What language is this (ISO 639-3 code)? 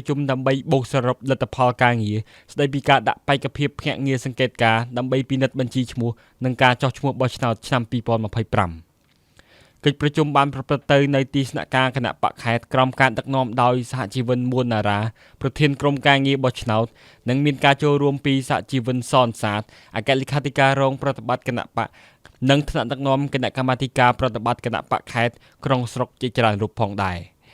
khm